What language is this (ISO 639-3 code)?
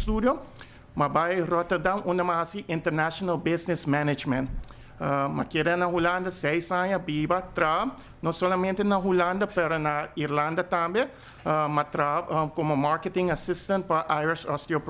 pap